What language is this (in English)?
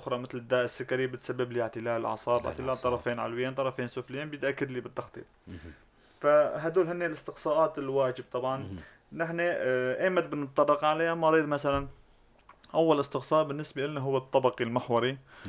North Levantine Arabic